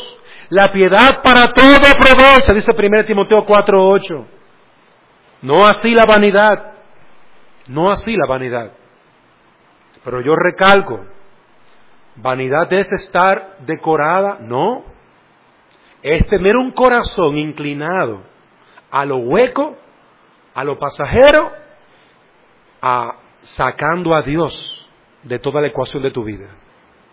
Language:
Spanish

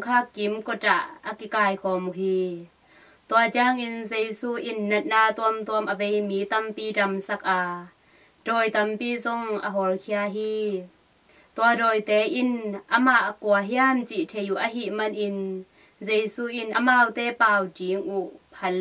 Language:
Tedim Chin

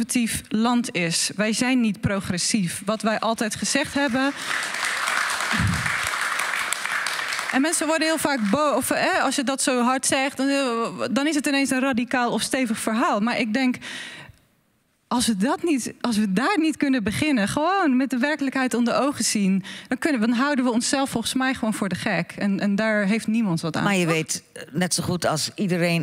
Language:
Dutch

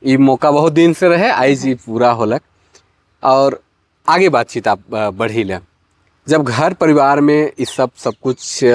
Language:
Sadri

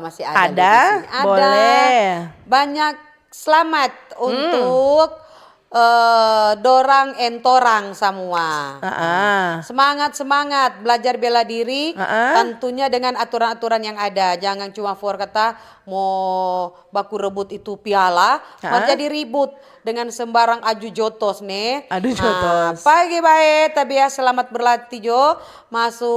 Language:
Manado Malay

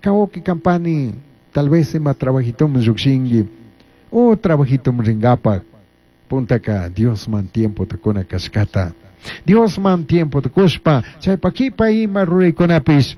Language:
Chimborazo Highland Quichua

